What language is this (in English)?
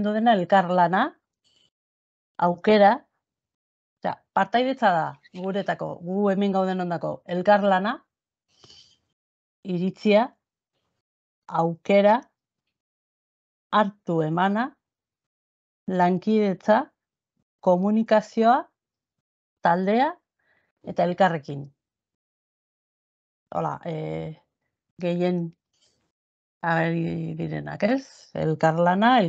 Basque